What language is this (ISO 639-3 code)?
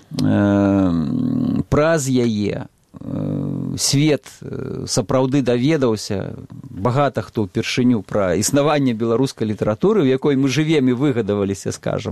bel